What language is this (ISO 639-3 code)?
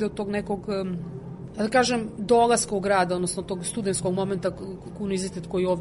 srp